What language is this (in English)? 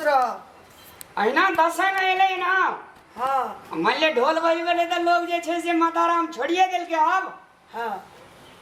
Maithili